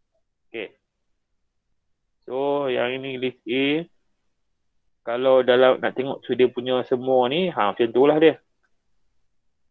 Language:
Malay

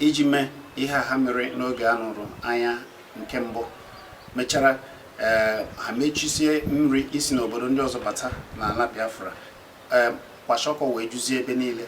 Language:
Igbo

